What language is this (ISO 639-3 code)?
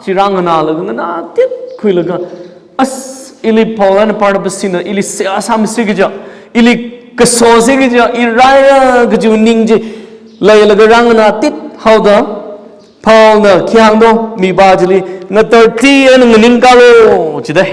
nmf